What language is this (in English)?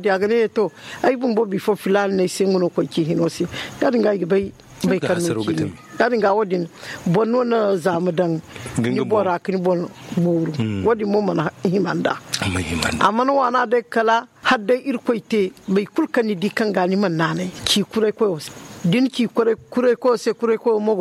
Zarma